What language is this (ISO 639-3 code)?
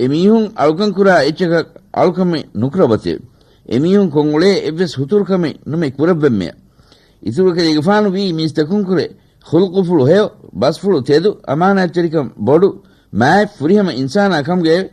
div